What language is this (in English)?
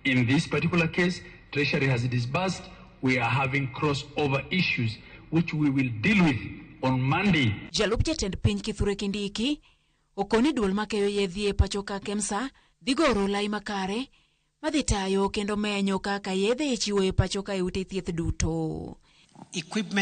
Luo (Kenya and Tanzania)